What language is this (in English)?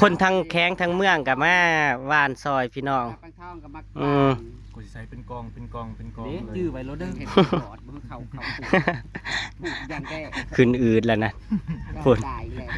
Northeastern Thai